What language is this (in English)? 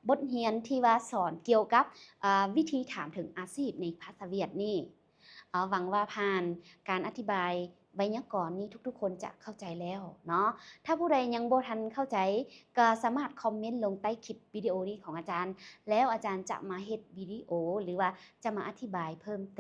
Lao